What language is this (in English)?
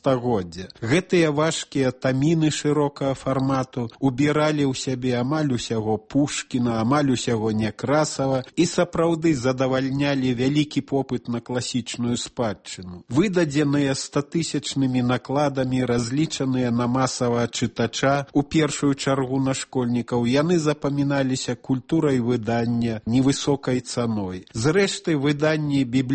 Belarusian